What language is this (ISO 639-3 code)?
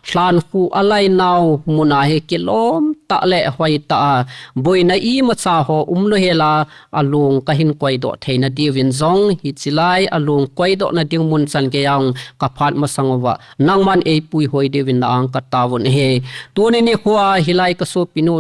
pck